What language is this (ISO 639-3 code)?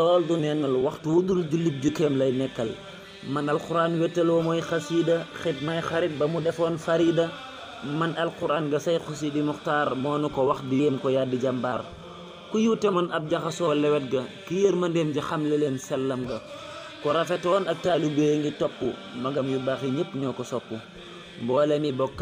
wol